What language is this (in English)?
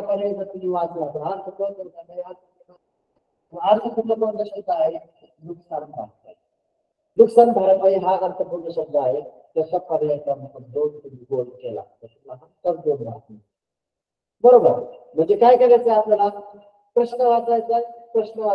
Marathi